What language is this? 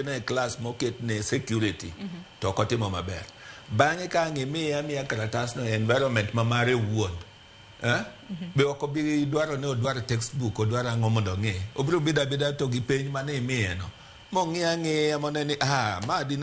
Luo (Kenya and Tanzania)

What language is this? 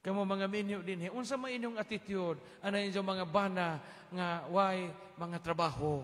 Cebuano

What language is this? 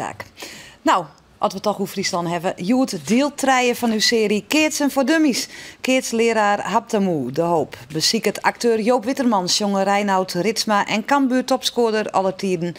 Western Frisian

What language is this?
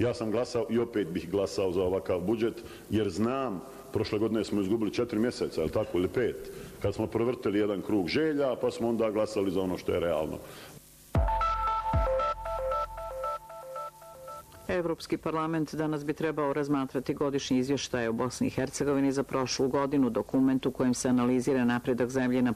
Bosnian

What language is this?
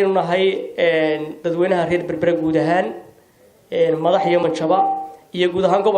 Somali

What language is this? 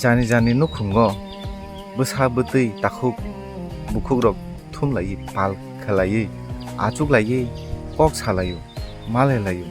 Kok Borok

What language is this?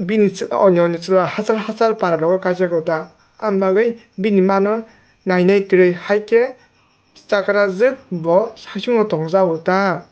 Kok Borok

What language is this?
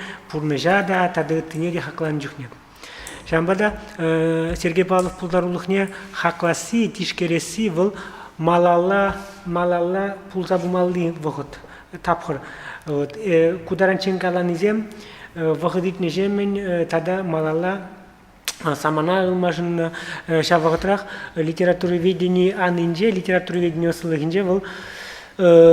Chuvash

